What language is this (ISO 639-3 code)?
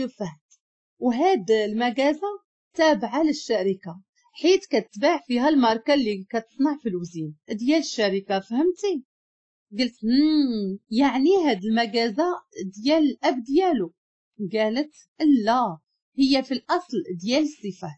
ary